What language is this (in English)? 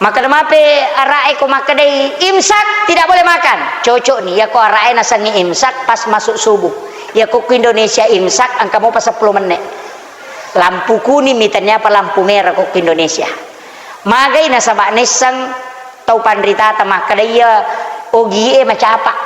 Buginese